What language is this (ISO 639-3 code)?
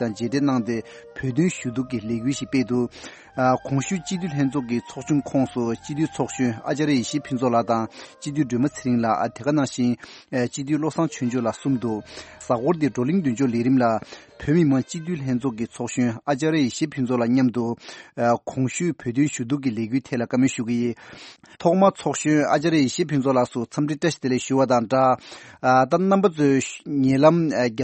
bod